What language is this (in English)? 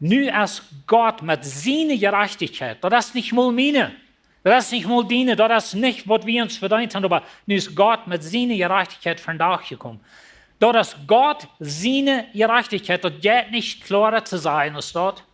Plautdietsch